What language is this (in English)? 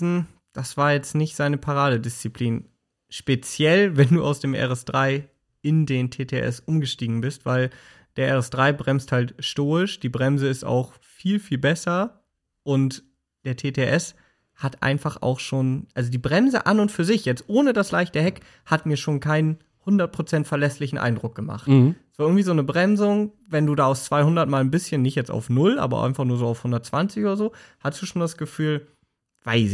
German